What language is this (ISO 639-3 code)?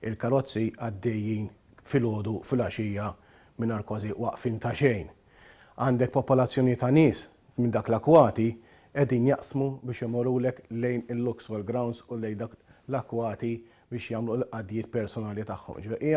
mlt